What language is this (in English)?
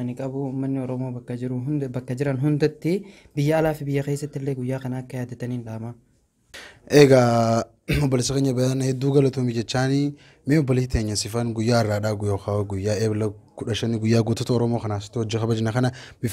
Oromo